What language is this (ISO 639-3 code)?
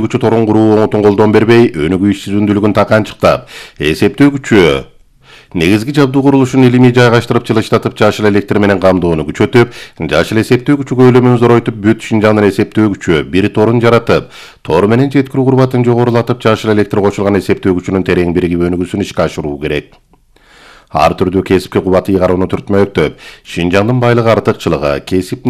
kir